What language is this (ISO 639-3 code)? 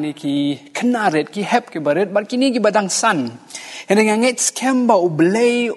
kha